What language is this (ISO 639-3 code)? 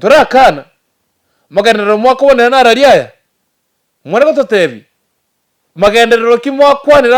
guz